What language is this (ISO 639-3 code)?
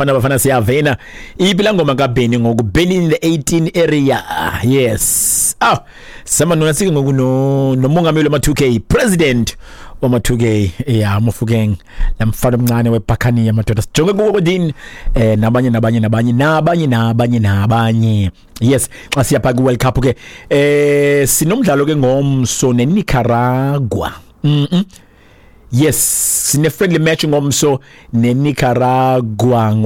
xho